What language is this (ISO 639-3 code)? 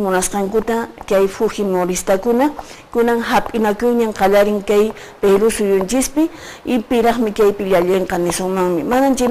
que